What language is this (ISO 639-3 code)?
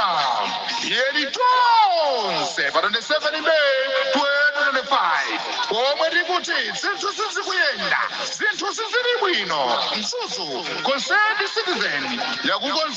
nya